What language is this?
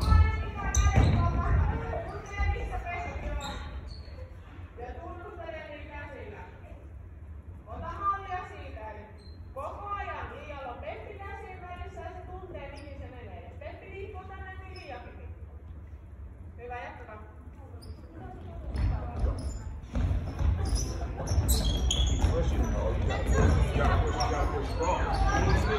Finnish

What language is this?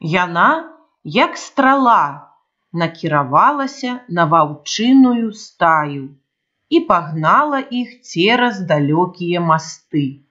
Belarusian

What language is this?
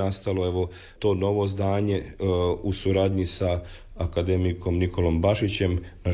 Croatian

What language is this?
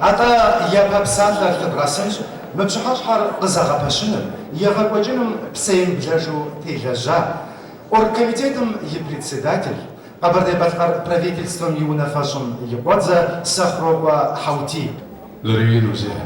Kabardian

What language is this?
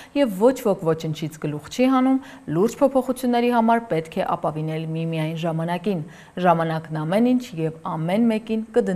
Armenian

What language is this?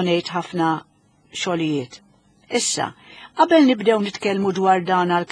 Maltese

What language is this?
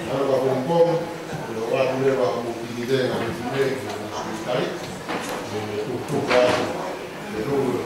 Tongan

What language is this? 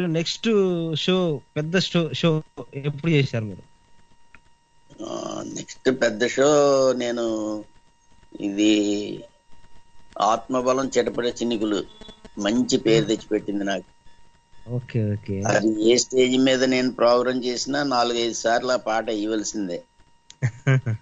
Telugu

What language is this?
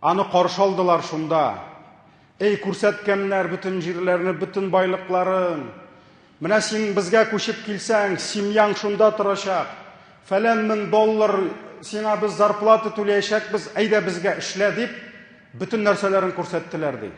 Tatar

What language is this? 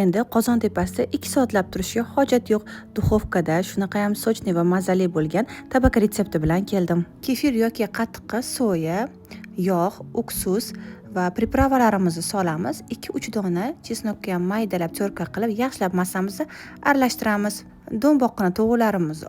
Uzbek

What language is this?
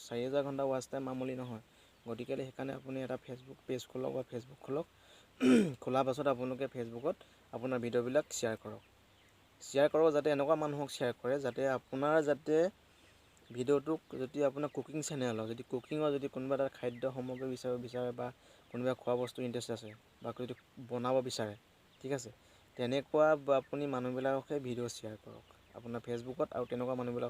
Assamese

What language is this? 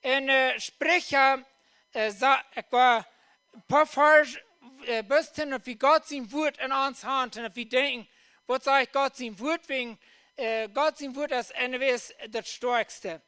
Plautdietsch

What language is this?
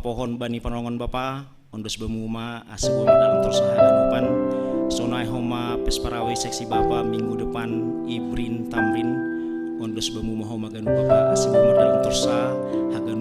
Batak Simalungun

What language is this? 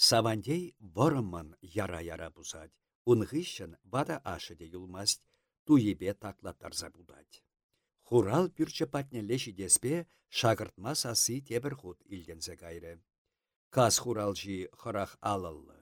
Chuvash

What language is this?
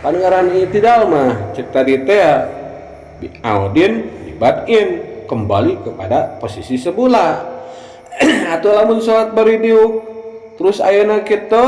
Sundanese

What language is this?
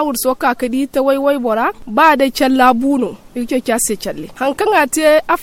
Zarma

